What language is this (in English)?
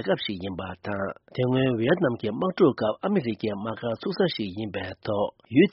Tibetan